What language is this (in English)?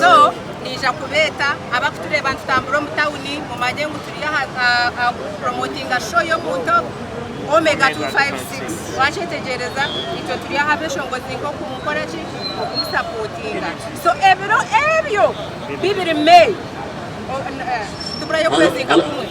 Nyankole